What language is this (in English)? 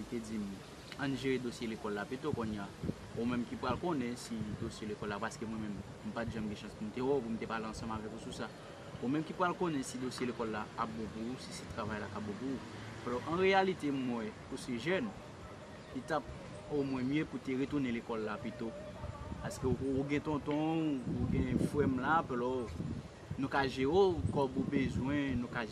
Haitian Creole